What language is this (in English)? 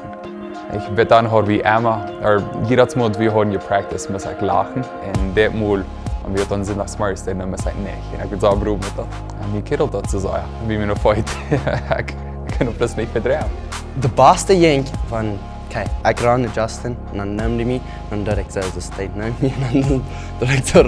Plautdietsch